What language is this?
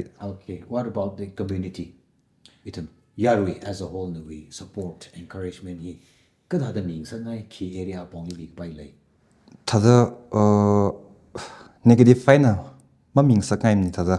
Tangkhul Naga (India)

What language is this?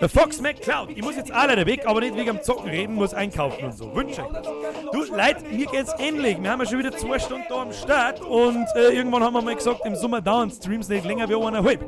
Bavarian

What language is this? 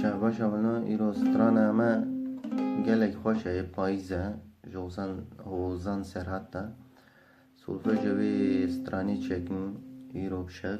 Kurdish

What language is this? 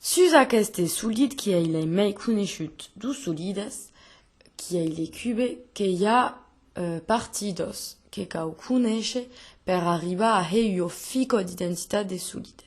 Occitan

